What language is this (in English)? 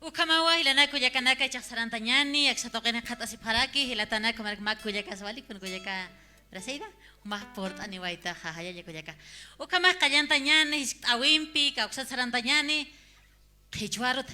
Aymara